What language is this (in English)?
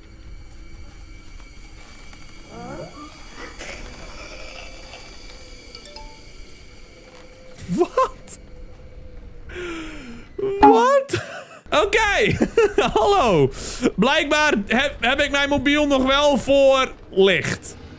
Dutch